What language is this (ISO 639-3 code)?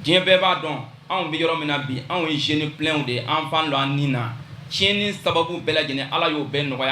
bam